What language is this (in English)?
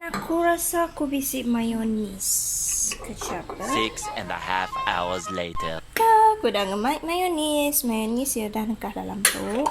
Iban